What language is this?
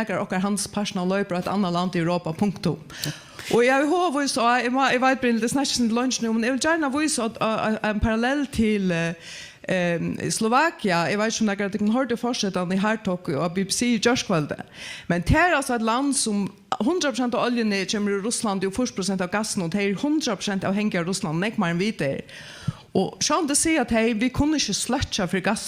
Faroese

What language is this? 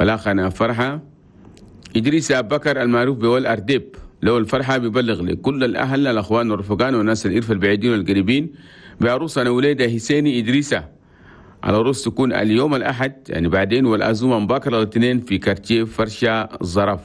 Chadian Arabic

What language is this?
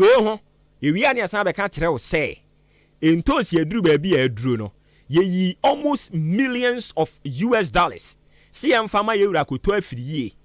Akan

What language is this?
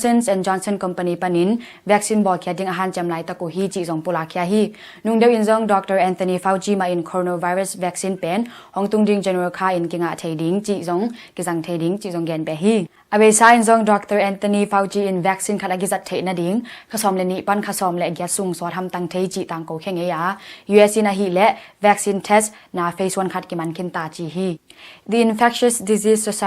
Tedim Chin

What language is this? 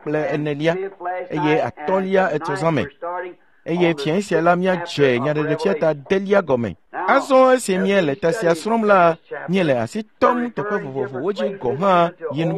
Ewe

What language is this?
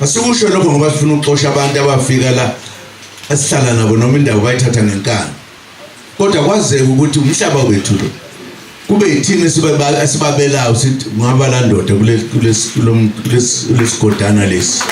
Zulu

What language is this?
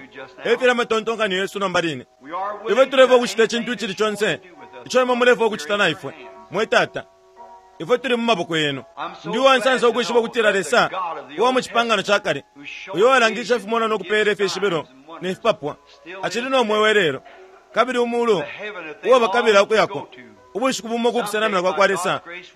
Bemba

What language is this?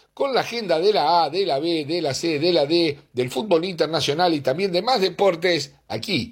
Spanish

